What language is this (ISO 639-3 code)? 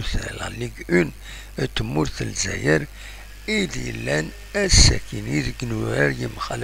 kab